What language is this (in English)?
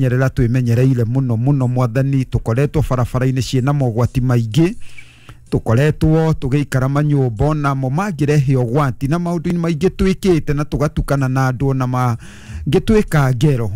Kikuyu